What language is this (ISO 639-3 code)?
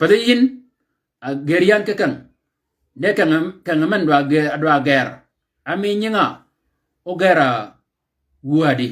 shk